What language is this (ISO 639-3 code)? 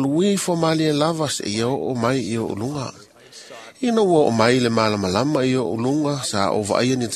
smo